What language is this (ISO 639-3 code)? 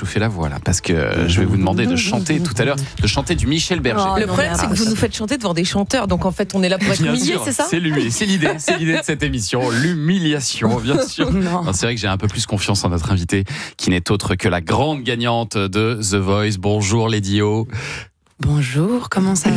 fra